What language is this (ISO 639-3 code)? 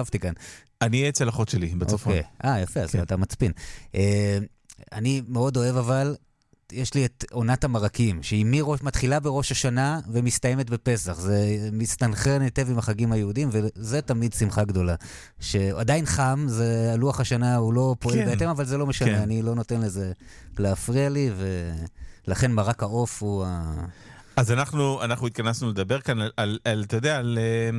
heb